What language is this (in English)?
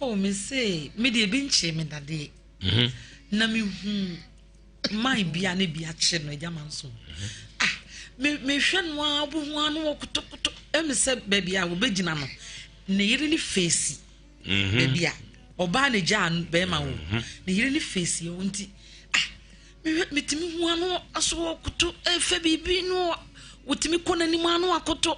Akan